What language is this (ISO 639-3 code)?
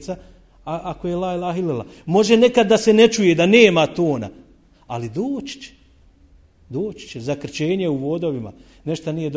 bos